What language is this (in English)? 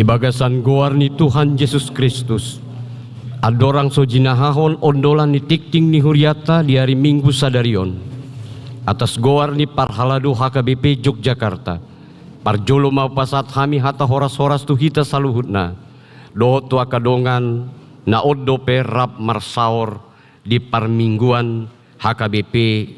Batak Toba